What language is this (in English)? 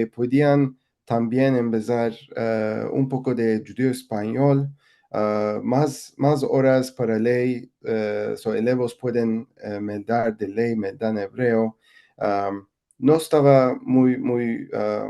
Ladino